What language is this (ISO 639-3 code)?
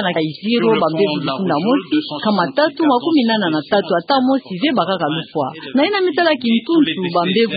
ktu